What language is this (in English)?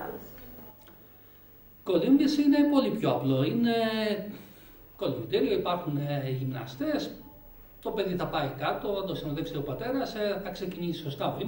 Greek